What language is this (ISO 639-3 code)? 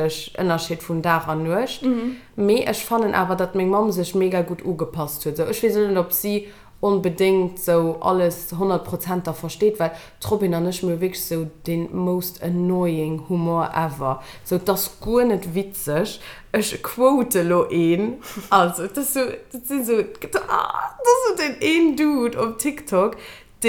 ltz